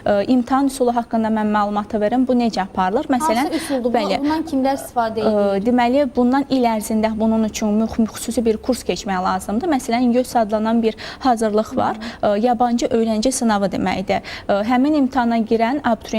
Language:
Azerbaijani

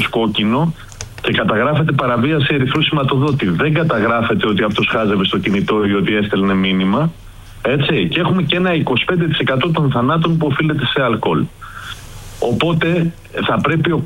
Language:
Greek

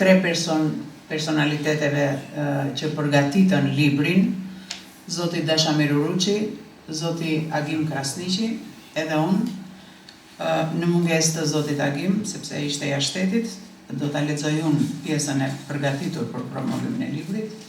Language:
Albanian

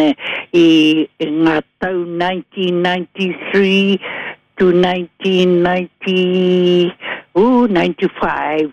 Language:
Māori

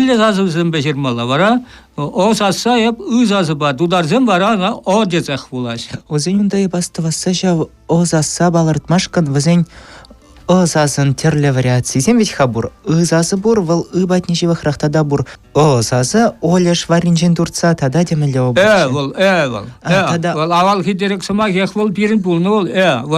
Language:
Chuvash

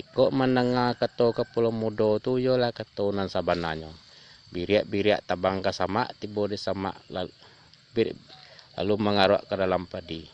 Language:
Minangkabau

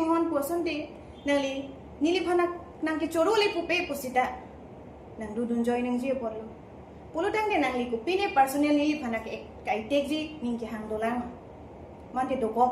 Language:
Karbi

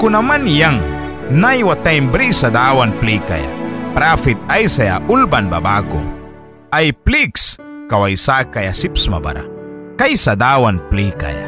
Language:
Mískito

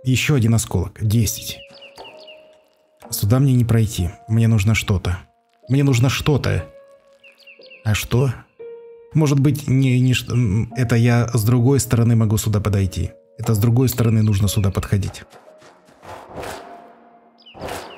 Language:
Russian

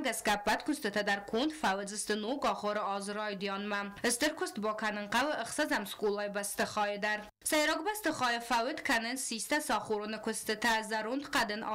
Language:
Ossetic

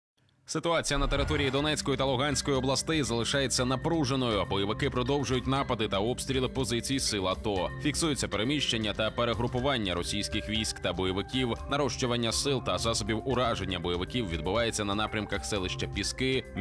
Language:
Ukrainian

